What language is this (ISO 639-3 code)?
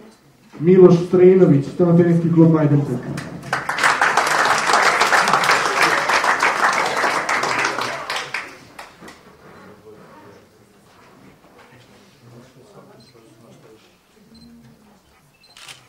srp